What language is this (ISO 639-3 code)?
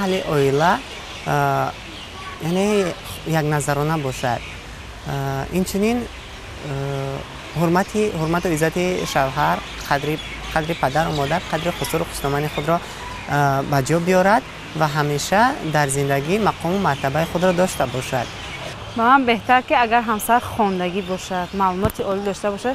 tgk